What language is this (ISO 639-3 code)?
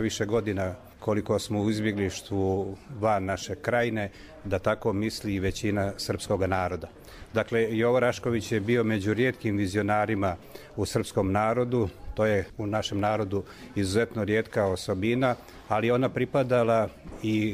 bos